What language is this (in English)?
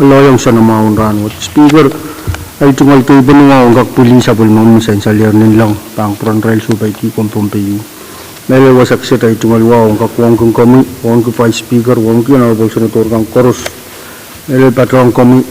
Pohnpeian